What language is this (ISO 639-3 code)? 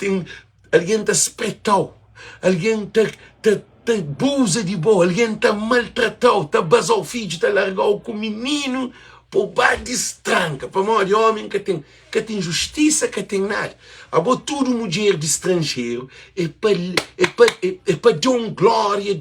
kea